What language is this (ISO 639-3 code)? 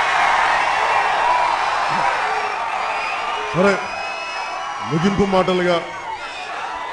tel